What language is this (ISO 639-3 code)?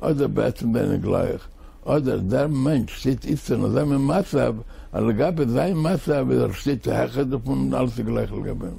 yid